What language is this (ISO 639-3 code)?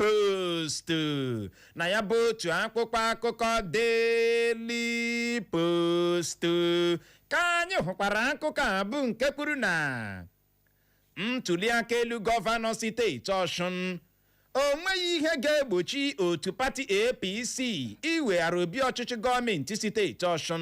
ibo